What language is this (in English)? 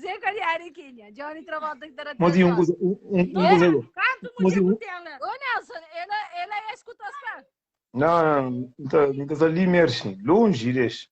Kabuverdianu